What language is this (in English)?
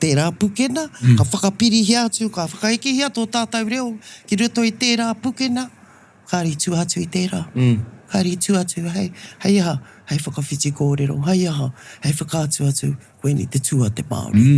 Māori